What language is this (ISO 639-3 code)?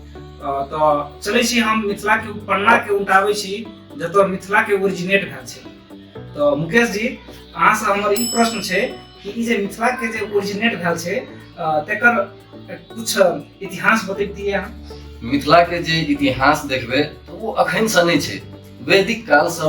mai